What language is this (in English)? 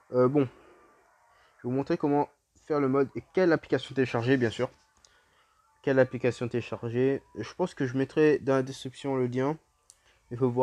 French